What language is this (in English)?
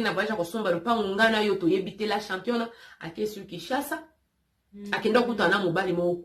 Lingala